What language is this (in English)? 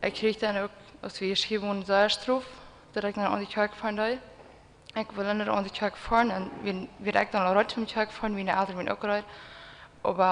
Plautdietsch